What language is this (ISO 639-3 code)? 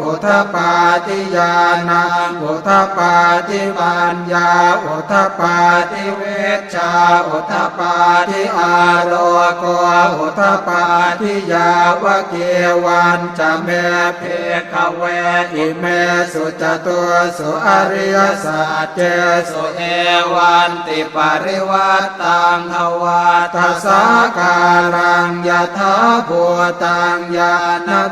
pli